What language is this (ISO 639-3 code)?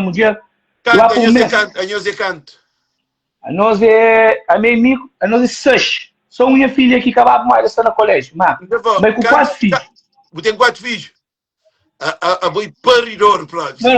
kea